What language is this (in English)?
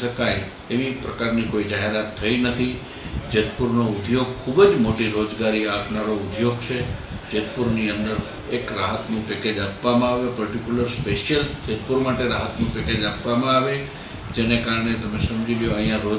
Gujarati